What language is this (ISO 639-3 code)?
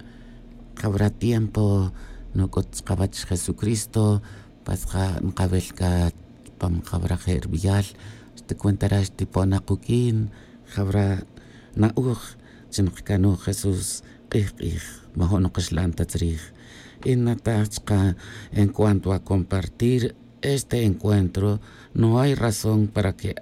tzj